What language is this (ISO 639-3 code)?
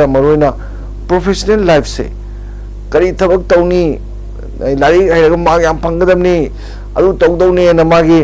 mni